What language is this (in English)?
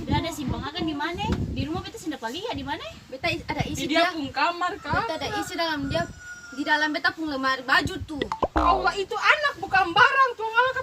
Ambonese Malay